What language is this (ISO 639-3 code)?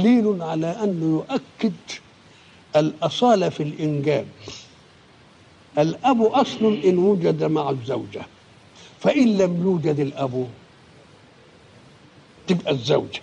ara